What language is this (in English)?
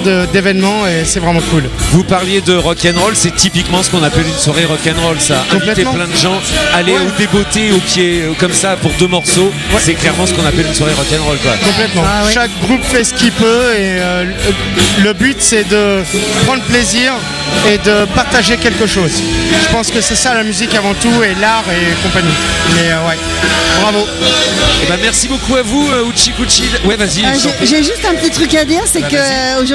French